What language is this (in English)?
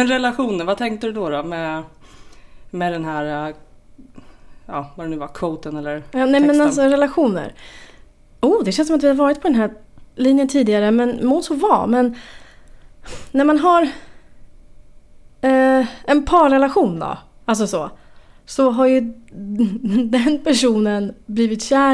Swedish